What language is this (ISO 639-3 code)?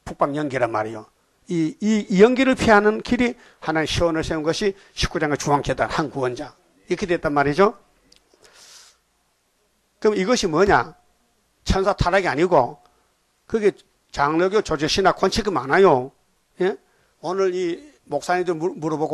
kor